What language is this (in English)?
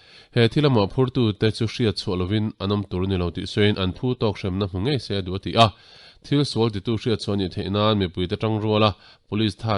Mizo